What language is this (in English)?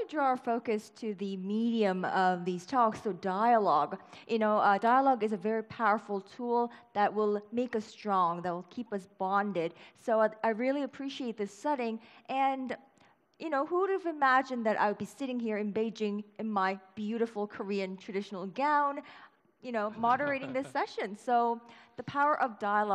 English